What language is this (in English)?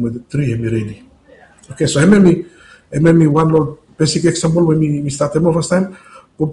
Bislama